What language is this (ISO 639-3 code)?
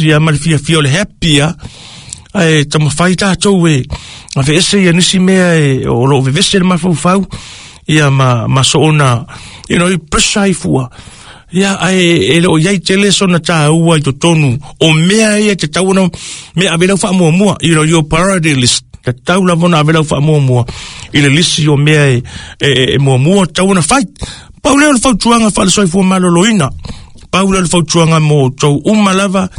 smo